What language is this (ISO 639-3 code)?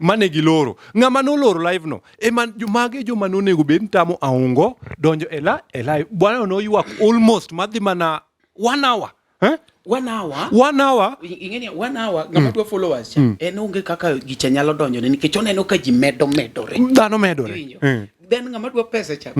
luo